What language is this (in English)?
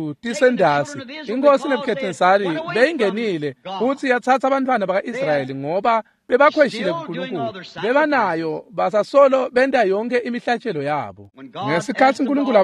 Swati